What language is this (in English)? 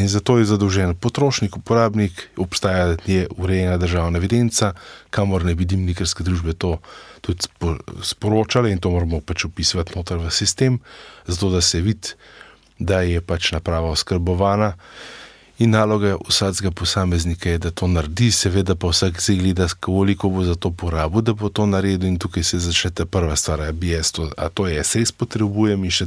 Slovenian